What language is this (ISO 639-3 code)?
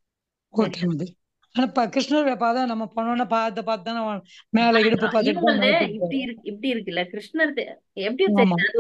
tam